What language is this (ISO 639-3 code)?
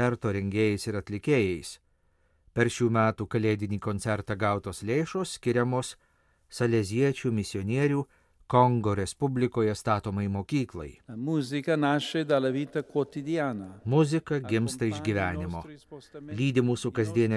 lit